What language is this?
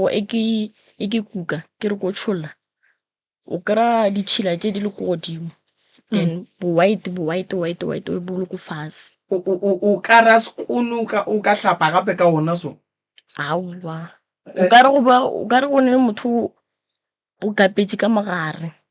Northern Sotho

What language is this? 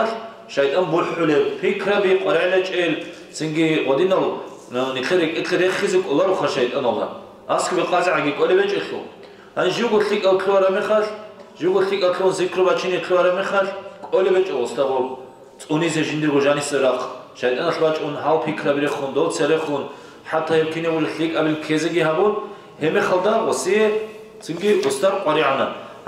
Avaric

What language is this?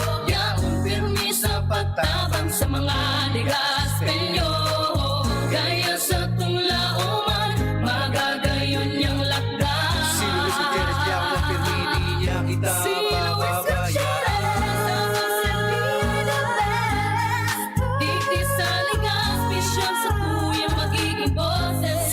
Bikol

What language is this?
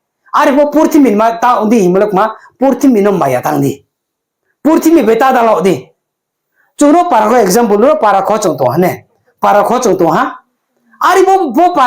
Riang (India)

